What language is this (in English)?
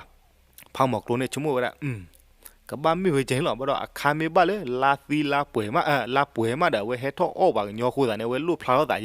S'gaw Karen